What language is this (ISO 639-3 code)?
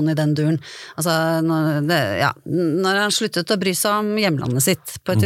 nor